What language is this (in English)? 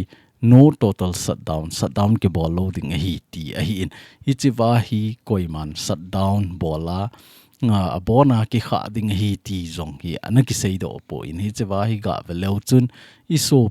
Thado Chin